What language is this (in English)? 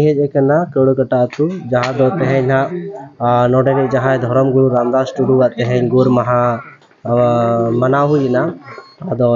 Santali